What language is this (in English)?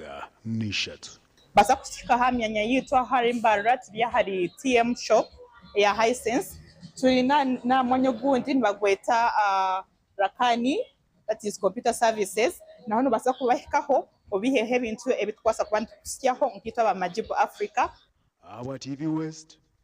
Nyankole